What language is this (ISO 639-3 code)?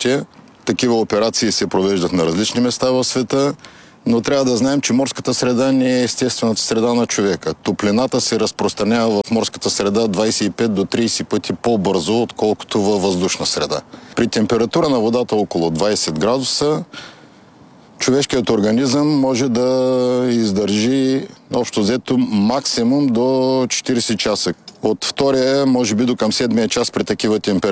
bul